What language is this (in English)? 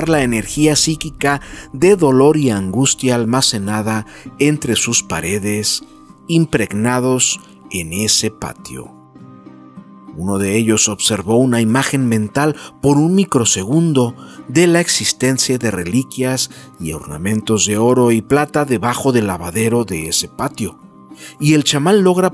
Spanish